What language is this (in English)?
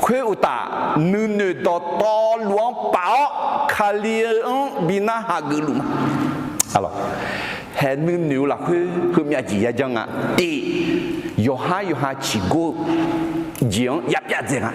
Akha